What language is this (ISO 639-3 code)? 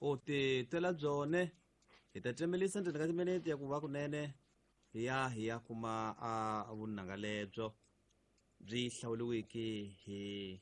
tso